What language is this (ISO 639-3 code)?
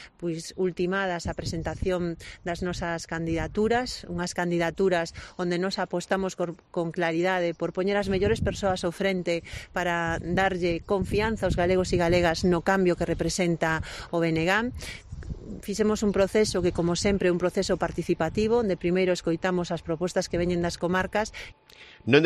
glg